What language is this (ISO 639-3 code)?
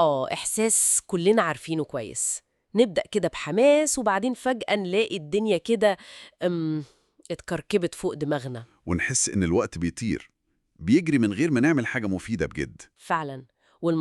arz